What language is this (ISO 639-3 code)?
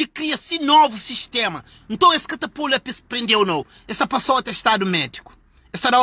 kea